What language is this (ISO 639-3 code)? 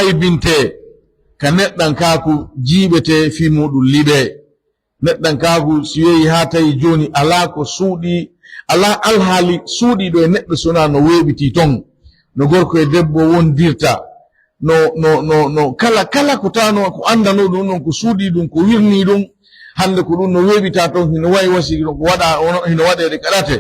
fuf